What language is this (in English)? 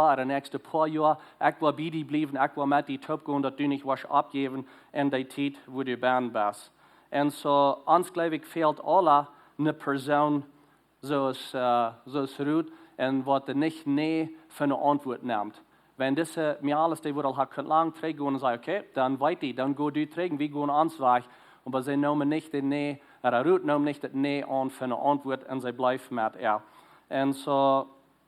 Plautdietsch